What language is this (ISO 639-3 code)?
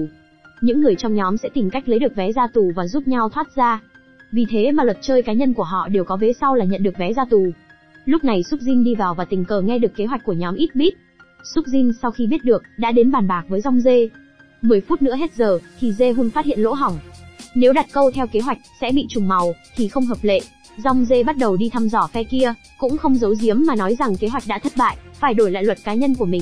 vie